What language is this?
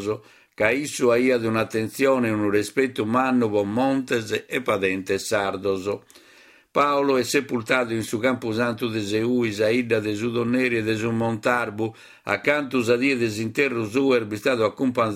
Sardinian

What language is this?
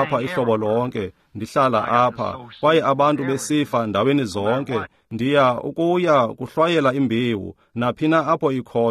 Xhosa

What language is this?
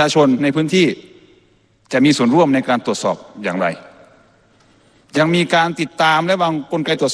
Thai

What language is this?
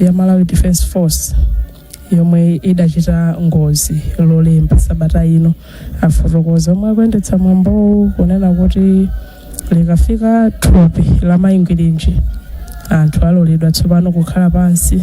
Nyanja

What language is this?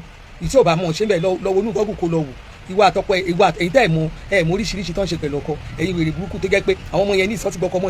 Yoruba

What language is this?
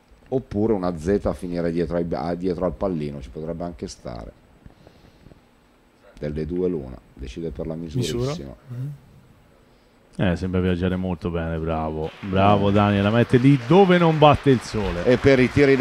Italian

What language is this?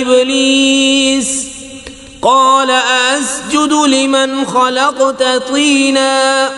Kashmiri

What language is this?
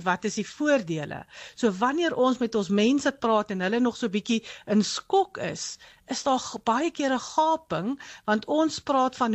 Afrikaans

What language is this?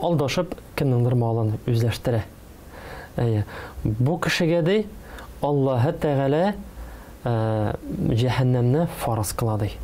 Tatar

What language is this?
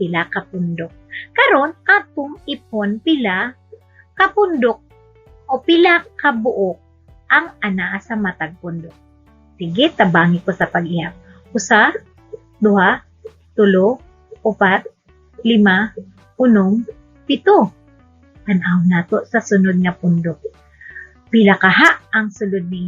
Cebuano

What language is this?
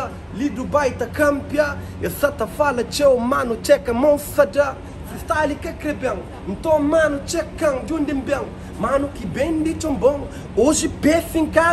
Kabuverdianu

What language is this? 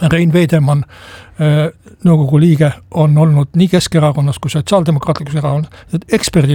Estonian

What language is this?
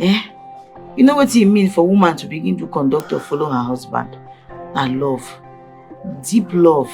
Nigerian Pidgin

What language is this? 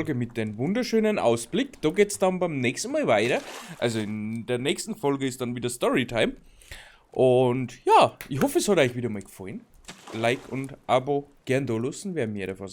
Bavarian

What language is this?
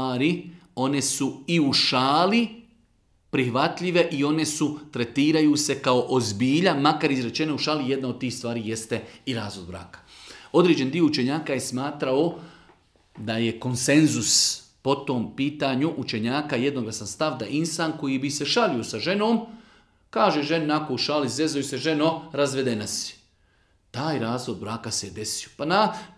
Bosnian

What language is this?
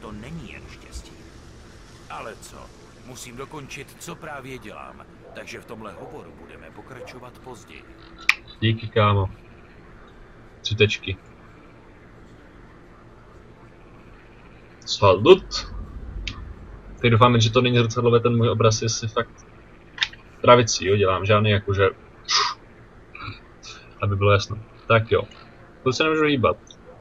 Czech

